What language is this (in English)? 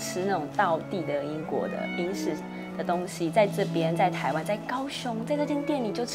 Chinese